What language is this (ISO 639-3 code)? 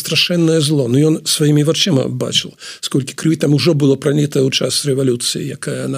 bel